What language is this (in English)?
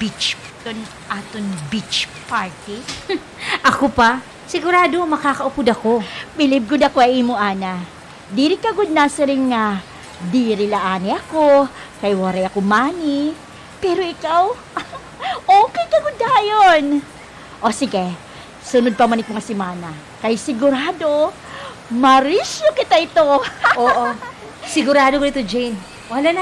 Waray